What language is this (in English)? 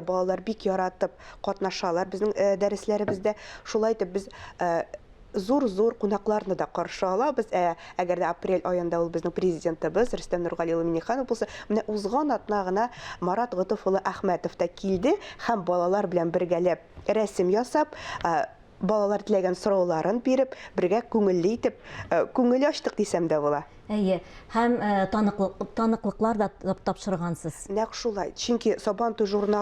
Tatar